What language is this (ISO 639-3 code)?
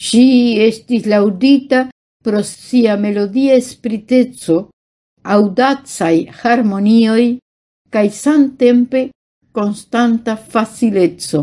epo